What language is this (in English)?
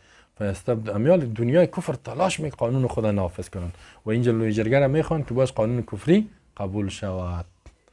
Persian